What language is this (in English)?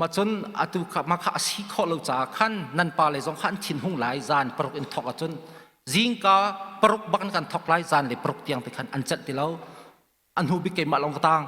Hakha Chin